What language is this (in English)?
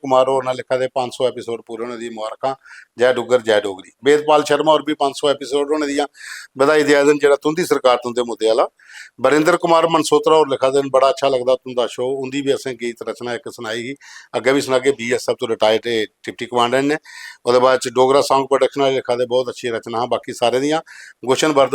Dogri